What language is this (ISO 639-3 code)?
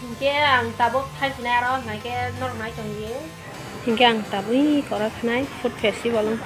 trp